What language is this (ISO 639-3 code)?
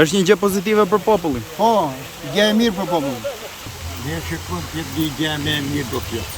sqi